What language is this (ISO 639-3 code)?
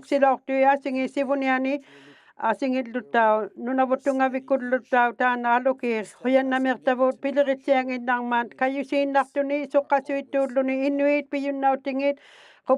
iku